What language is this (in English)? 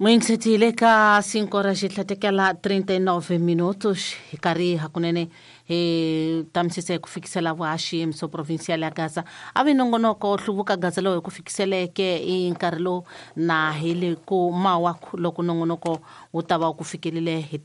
Tsonga